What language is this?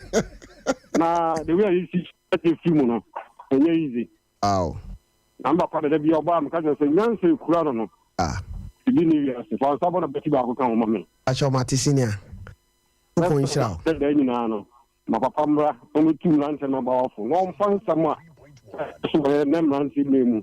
Akan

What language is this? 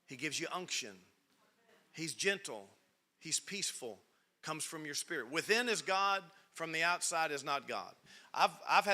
English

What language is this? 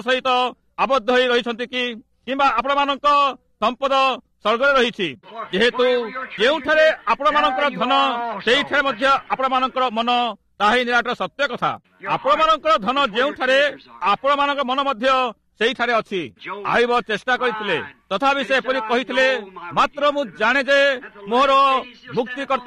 Odia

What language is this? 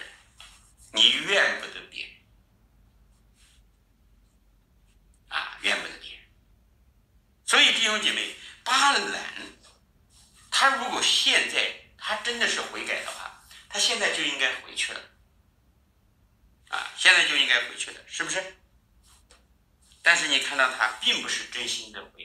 Chinese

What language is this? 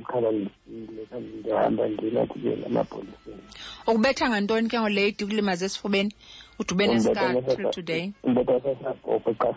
Xhosa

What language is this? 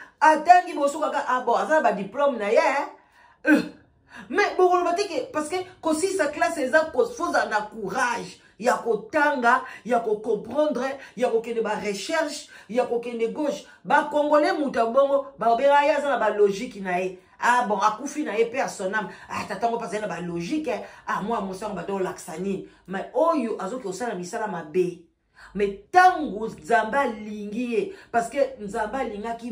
Lingala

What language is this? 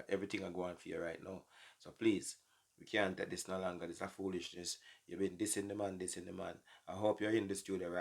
Jamaican Creole English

